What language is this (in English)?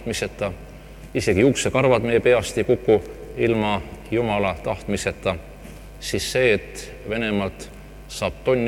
Estonian